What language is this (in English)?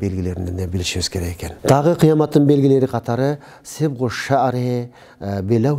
Kyrgyz